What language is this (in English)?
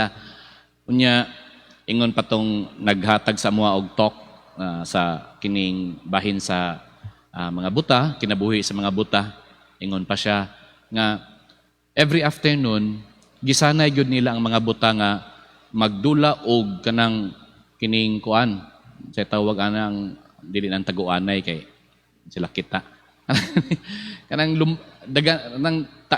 Cebuano